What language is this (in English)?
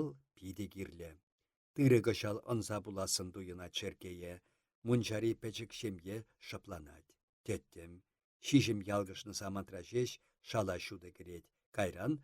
Chuvash